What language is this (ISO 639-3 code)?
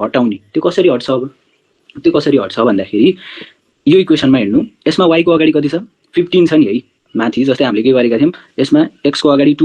nep